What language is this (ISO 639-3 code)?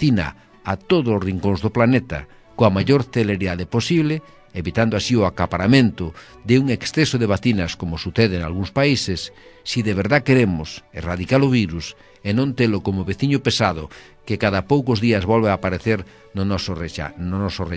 glg